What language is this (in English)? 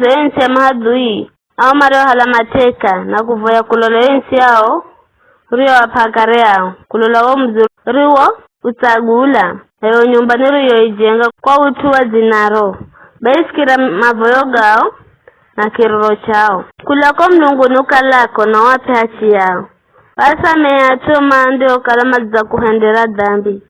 Giryama